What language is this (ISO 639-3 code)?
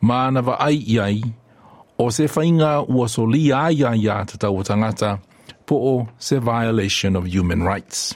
smo